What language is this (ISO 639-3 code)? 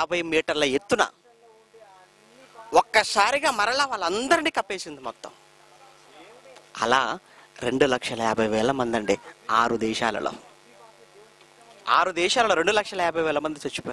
tel